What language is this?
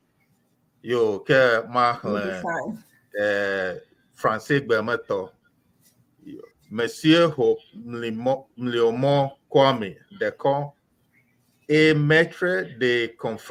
Ewe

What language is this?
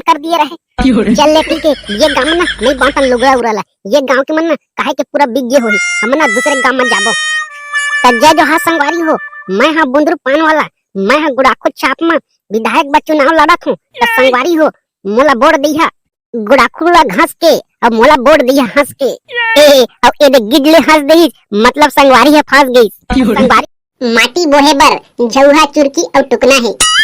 Chhattisgarhi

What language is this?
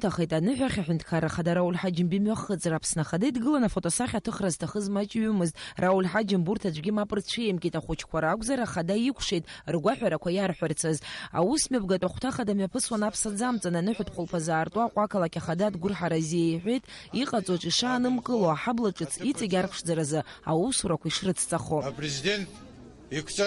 Abkhazian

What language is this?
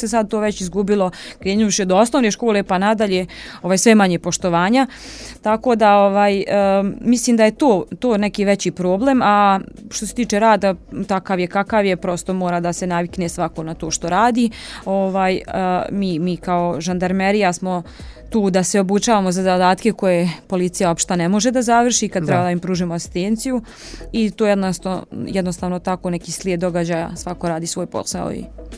Serbian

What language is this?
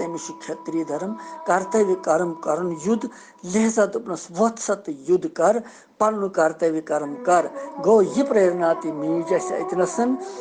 Kashmiri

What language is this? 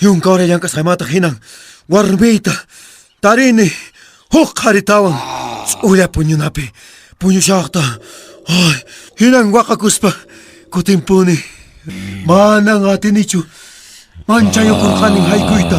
Quechua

